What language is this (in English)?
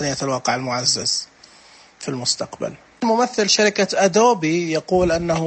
Najdi Arabic